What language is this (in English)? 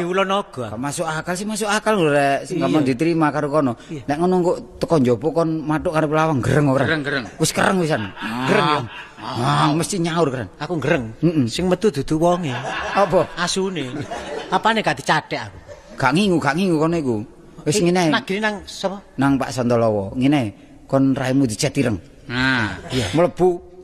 Javanese